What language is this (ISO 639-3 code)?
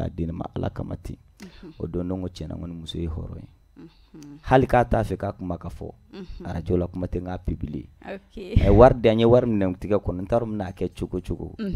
bam